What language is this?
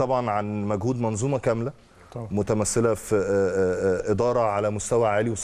Egyptian Arabic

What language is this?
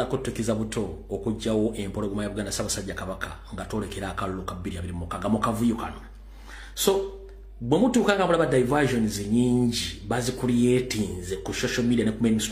Ganda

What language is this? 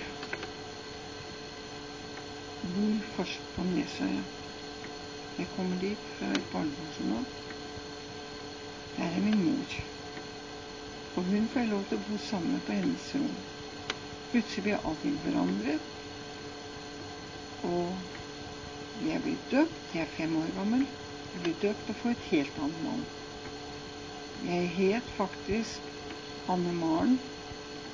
Norwegian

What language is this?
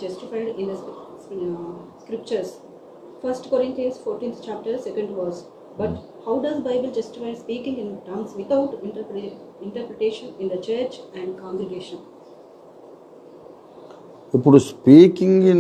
Telugu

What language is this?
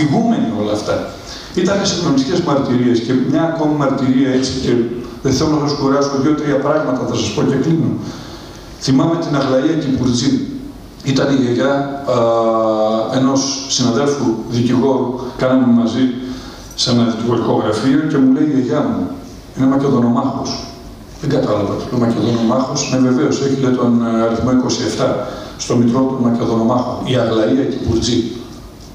Greek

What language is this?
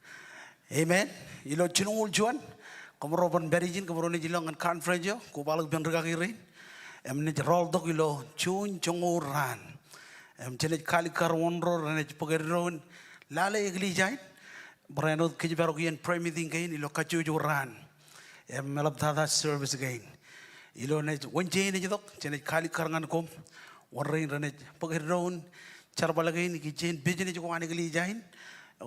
Marshallese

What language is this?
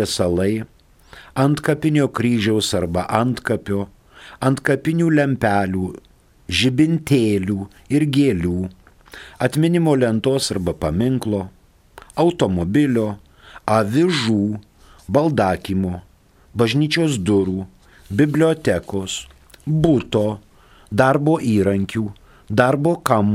Lithuanian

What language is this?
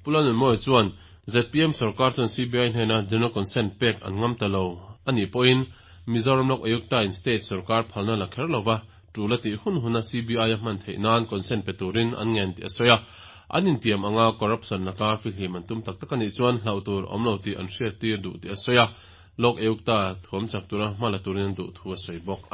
Mizo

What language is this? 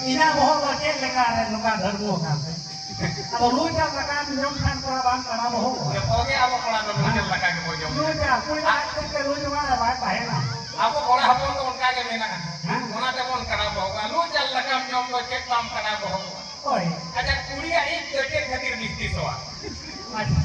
Santali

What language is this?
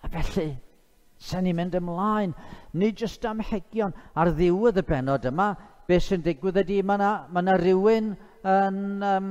Welsh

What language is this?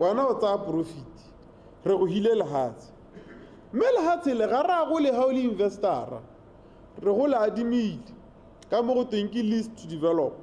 Tswana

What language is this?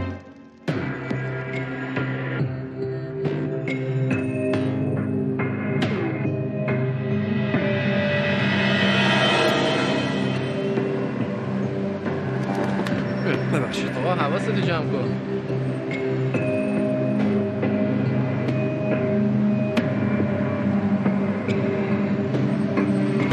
Persian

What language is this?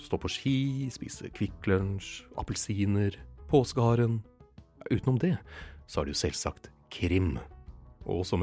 Norwegian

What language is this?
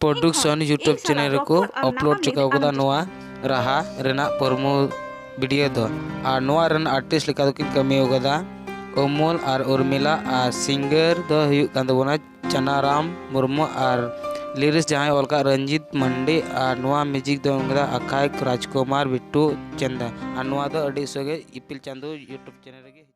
Santali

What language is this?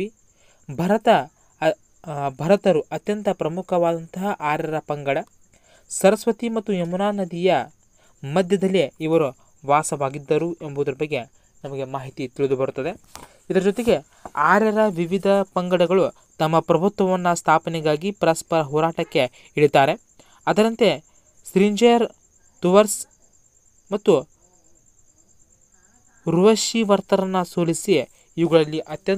Kannada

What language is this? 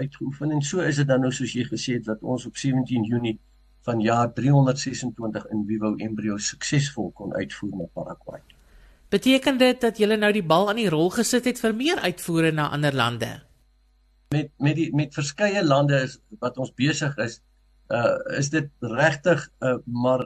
Afrikaans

